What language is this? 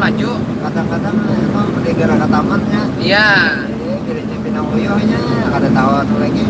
Banjar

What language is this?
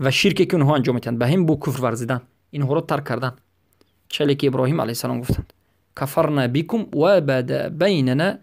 Persian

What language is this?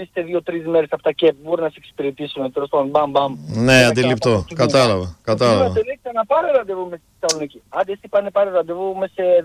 Greek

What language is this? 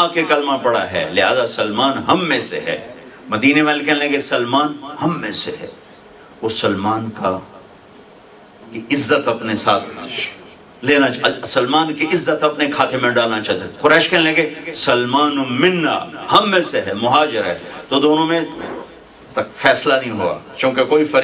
Urdu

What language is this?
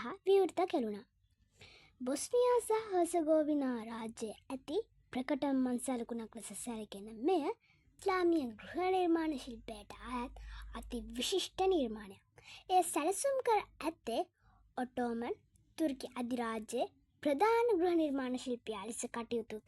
Sinhala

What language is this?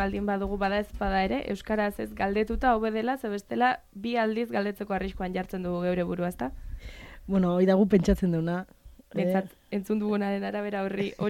Basque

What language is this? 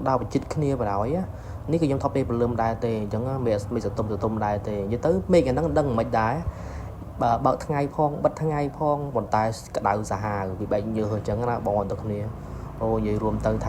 Khmer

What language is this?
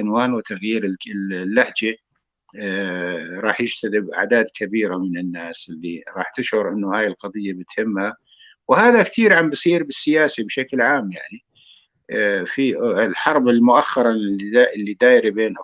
North Levantine Arabic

